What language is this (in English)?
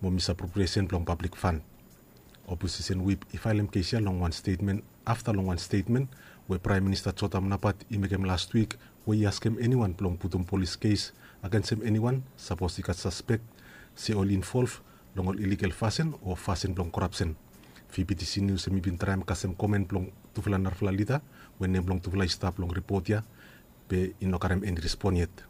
Bislama